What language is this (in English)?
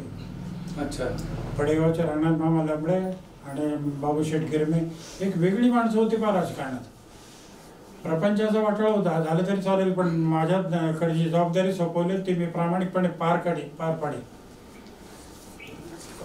Marathi